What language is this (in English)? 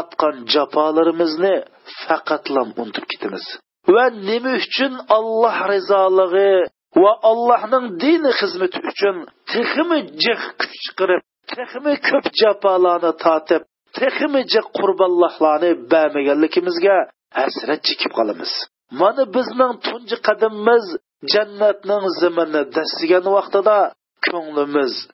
Uyghur